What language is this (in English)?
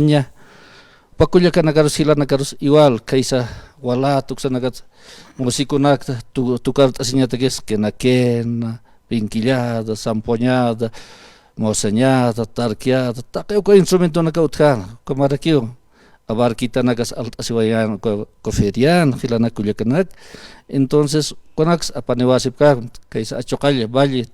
Aymara